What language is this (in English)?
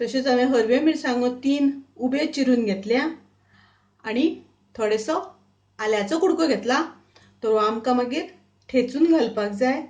Konkani